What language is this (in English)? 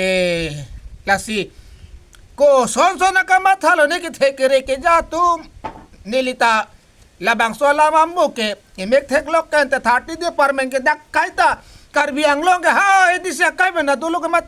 Karbi